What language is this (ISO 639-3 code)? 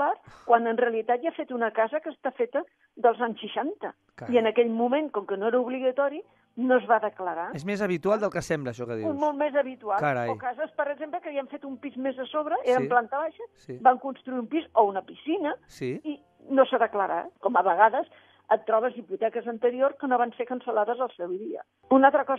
cat